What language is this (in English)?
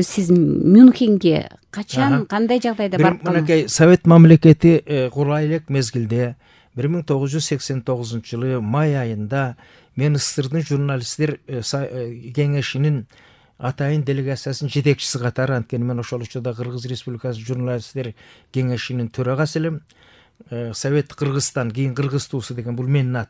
Kyrgyz